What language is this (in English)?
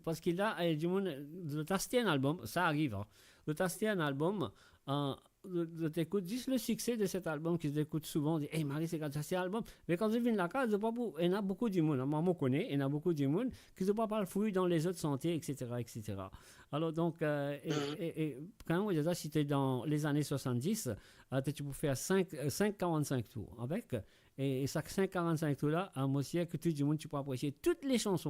Morisyen